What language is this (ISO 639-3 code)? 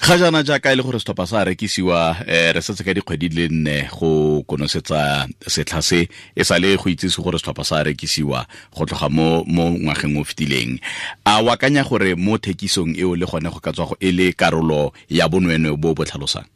tsn